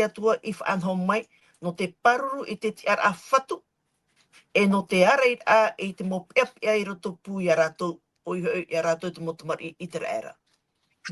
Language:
Tahitian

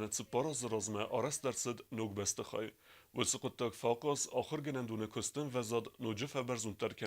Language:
Ossetic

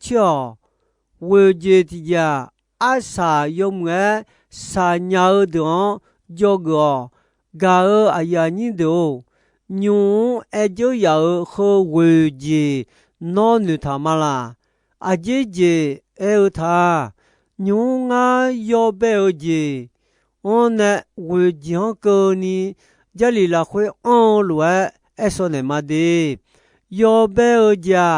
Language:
Akha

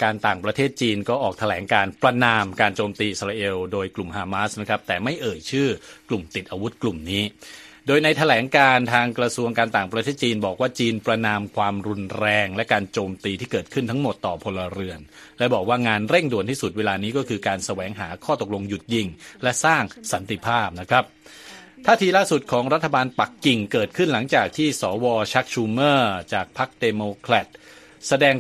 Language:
Thai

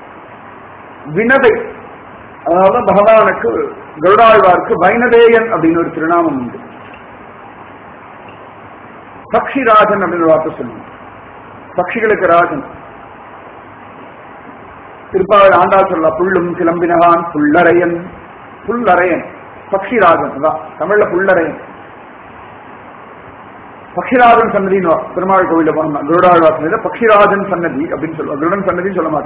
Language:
Tamil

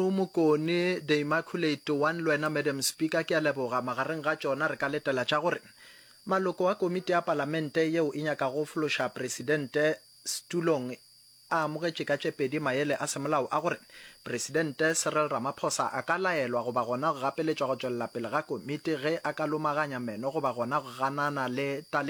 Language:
Northern Sotho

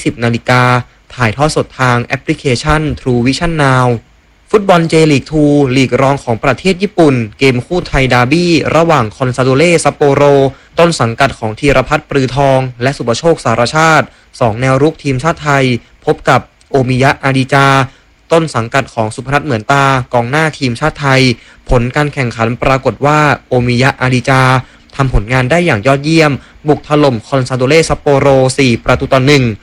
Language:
Thai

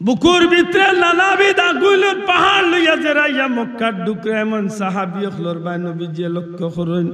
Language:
Sylheti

